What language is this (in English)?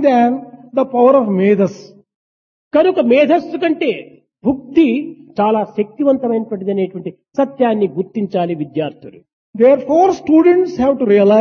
Telugu